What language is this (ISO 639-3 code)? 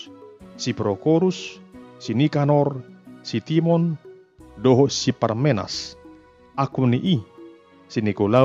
bbc